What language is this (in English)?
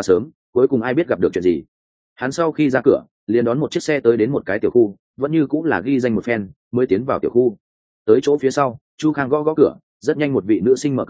Vietnamese